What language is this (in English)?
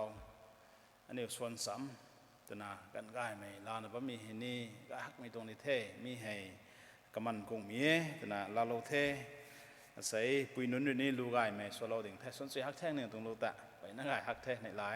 Rongmei Naga